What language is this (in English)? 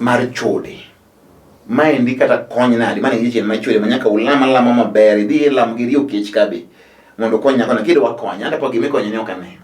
Luo (Kenya and Tanzania)